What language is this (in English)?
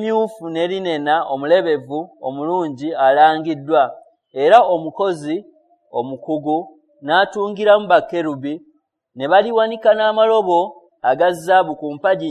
Ganda